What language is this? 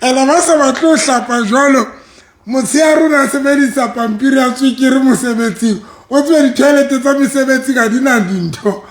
Southern Sotho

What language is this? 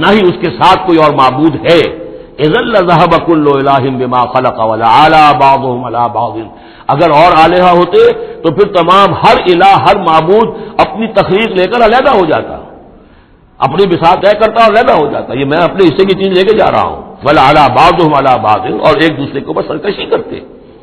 Urdu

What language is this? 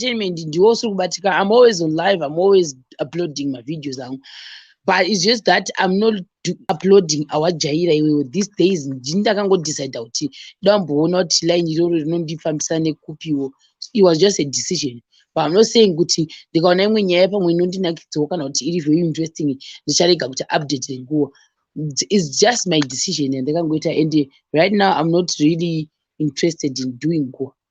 Shona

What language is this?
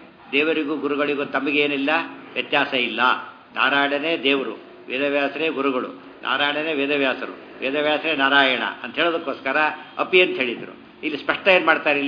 Kannada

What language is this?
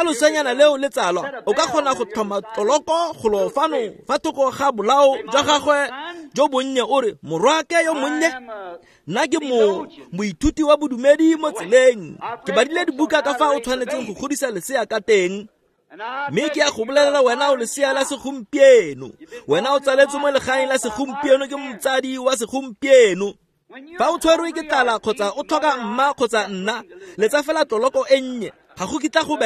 Tswana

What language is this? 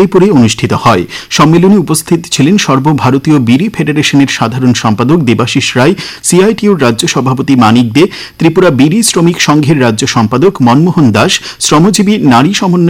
Bangla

